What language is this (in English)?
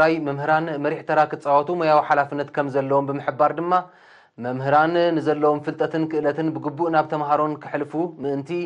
Tigrinya